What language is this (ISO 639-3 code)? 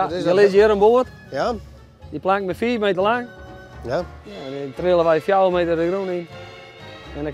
fry